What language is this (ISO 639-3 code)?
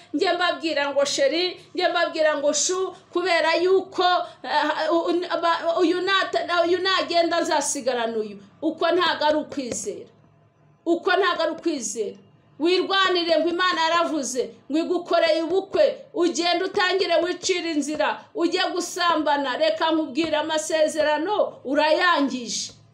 kin